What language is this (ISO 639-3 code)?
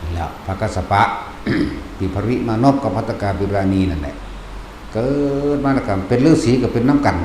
tts